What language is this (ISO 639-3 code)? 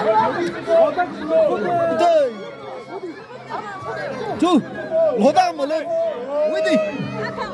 nri